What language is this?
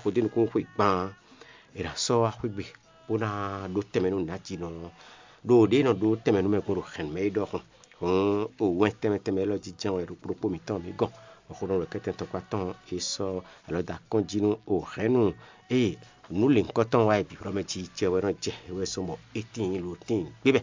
Fon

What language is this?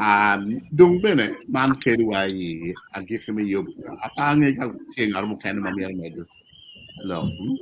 Acoli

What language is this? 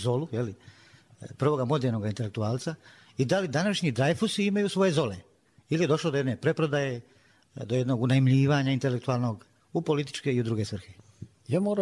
Serbian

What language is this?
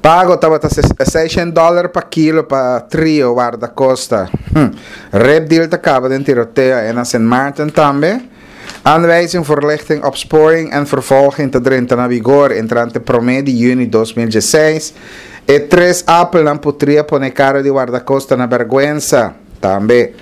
Papiamento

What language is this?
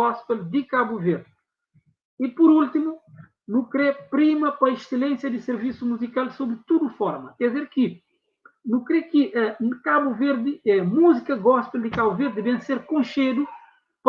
Kabuverdianu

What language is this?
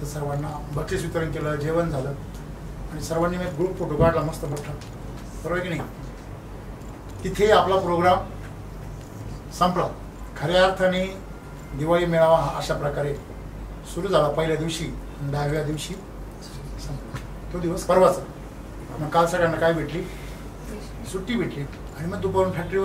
Marathi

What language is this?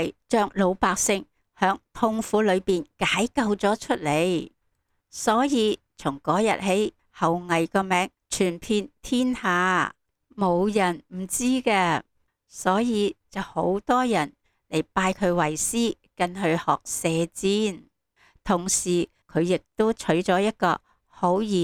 Cantonese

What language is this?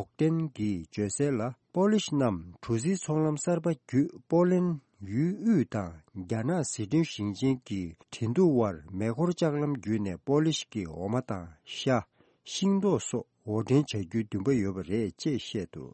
Tibetan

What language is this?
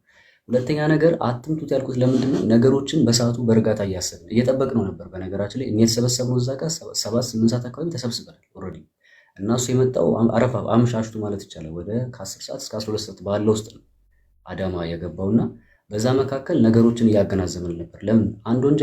Amharic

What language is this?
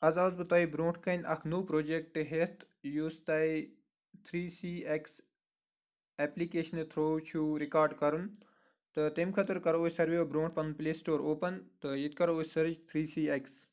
Kashmiri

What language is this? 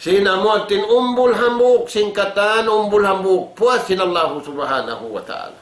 Tausug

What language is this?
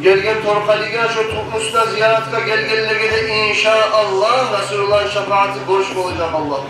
Kumyk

